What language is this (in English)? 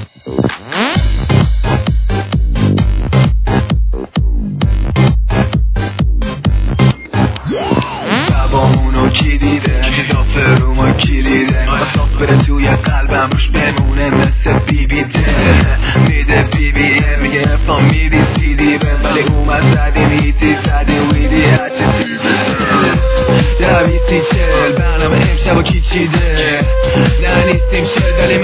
Persian